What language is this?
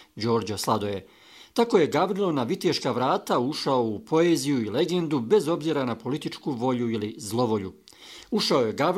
Bosnian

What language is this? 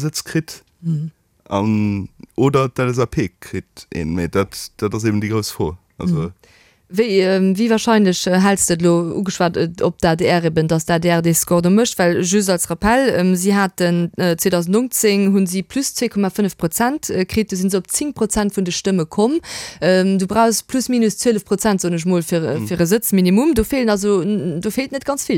Luxembourgish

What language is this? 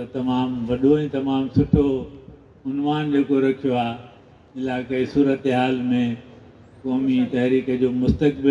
Sindhi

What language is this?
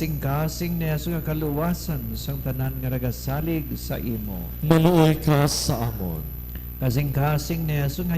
Hiligaynon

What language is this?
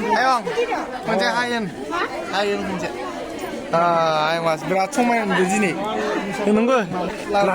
Bodo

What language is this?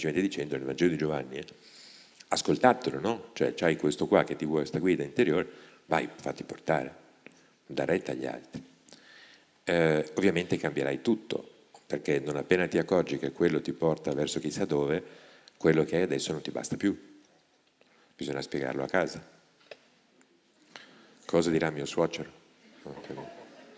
Italian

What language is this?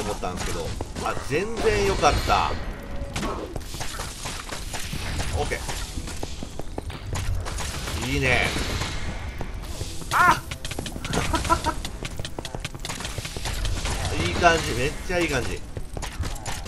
Japanese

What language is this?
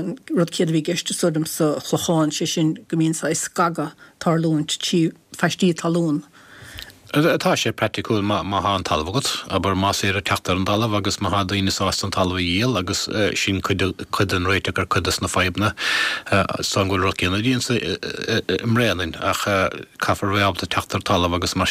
Irish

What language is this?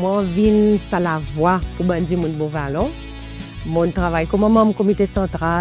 Seselwa Creole French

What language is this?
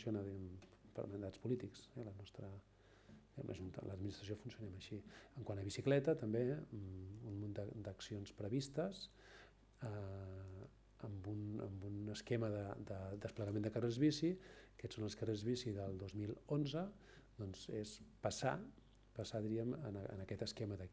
Catalan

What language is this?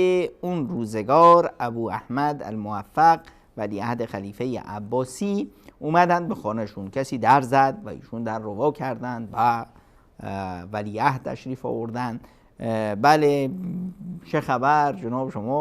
Persian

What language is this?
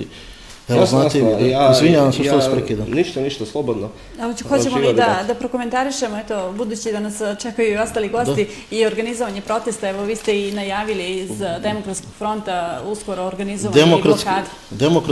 Bosnian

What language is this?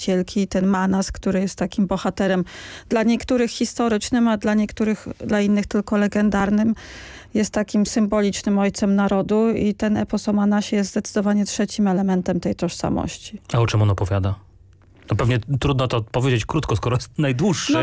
Polish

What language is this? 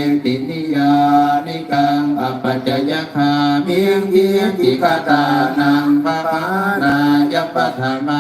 Pali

